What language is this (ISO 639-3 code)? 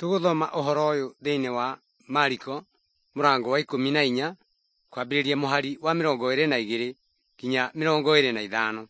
kik